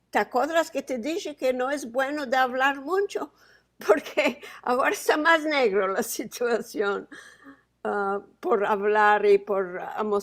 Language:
Ladino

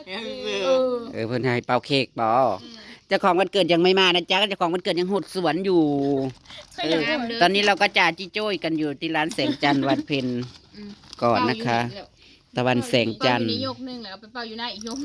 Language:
Northeastern Thai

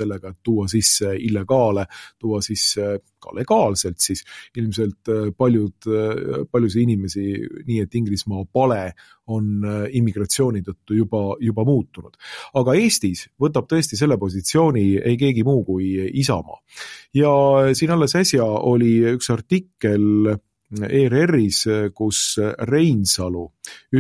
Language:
Estonian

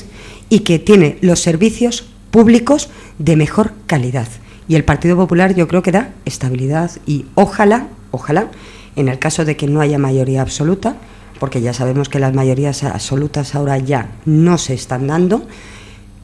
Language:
Spanish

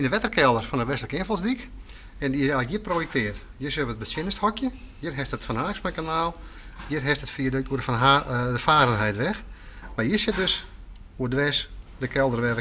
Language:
Western Frisian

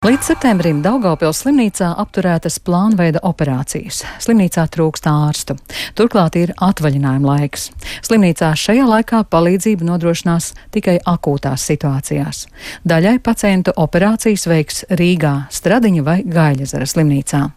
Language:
Latvian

